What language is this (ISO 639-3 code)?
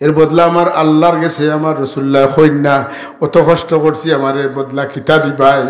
syl